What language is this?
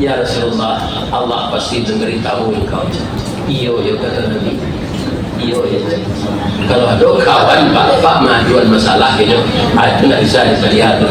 Minangkabau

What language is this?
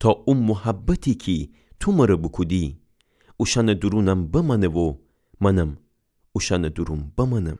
Gilaki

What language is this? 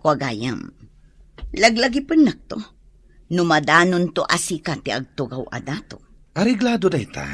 Iloko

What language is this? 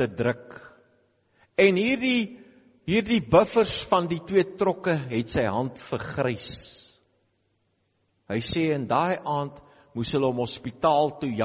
Afrikaans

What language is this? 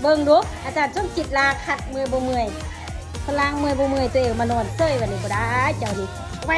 Lao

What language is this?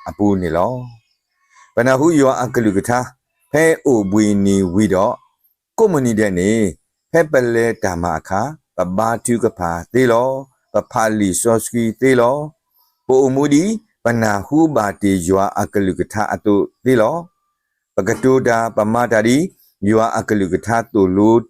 S'gaw Karen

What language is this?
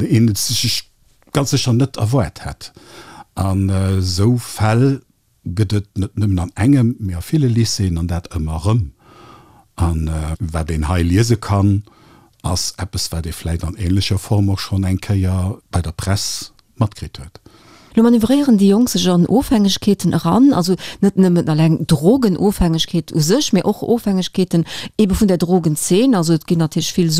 Luxembourgish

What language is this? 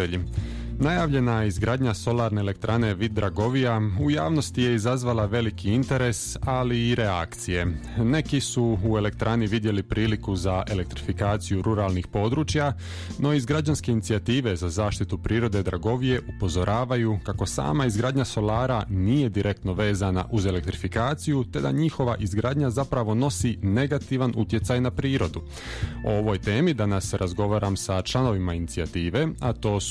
Croatian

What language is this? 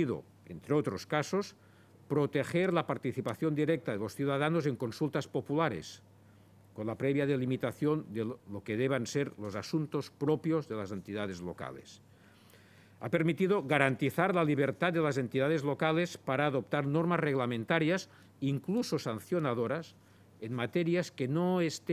Spanish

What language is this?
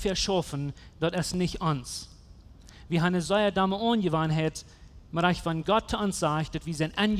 Plautdietsch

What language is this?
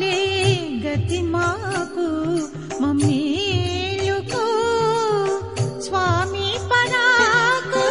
Telugu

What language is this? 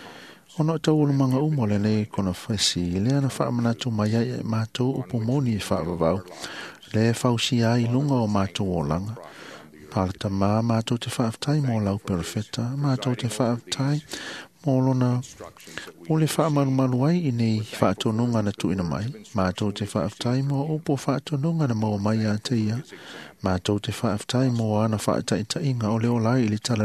Samoan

